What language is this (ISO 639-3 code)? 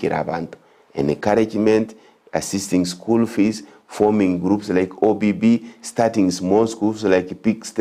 guz